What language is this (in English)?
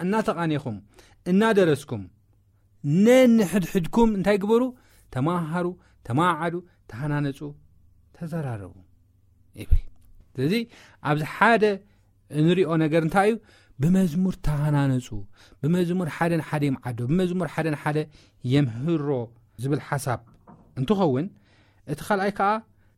Tigrinya